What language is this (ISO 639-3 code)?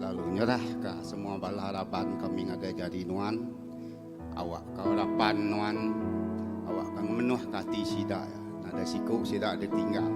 iba